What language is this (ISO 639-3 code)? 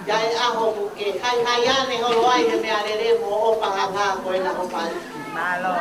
ton